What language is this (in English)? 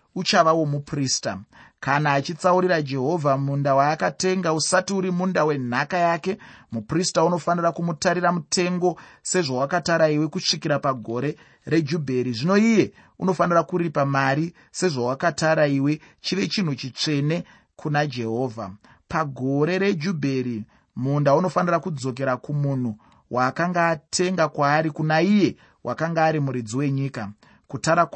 Shona